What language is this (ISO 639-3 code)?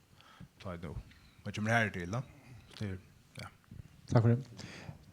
fao